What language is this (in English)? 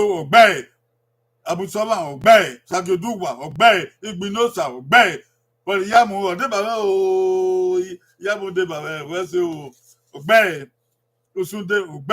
Bini